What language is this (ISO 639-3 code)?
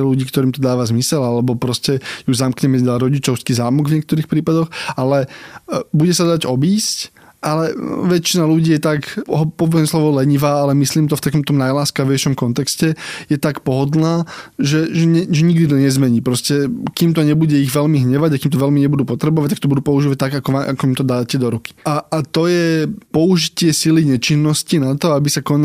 slk